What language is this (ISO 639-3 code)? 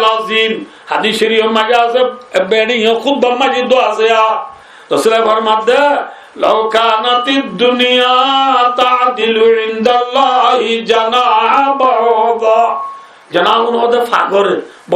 rhg